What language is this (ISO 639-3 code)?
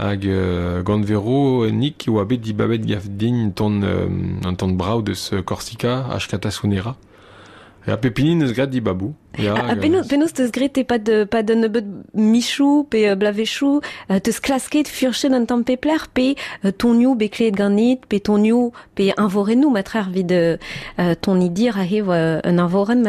bre